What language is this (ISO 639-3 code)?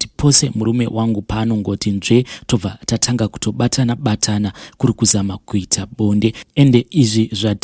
sna